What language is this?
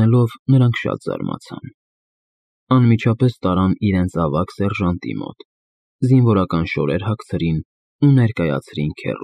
Armenian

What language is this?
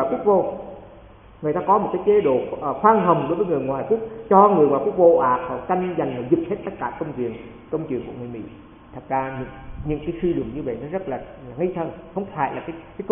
Vietnamese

